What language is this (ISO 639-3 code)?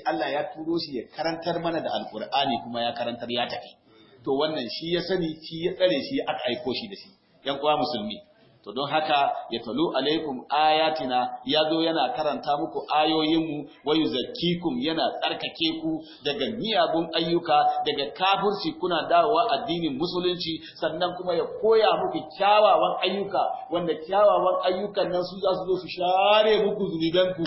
hau